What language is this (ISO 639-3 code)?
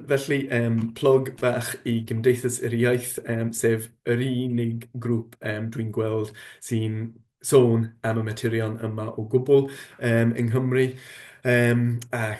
cym